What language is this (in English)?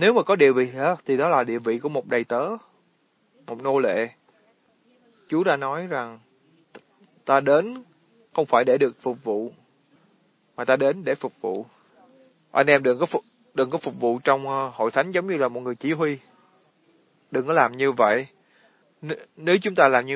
Vietnamese